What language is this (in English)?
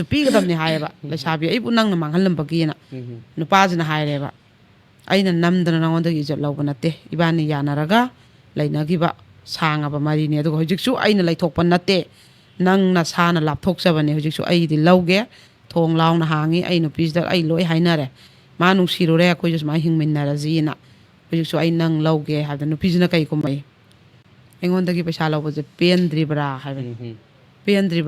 Manipuri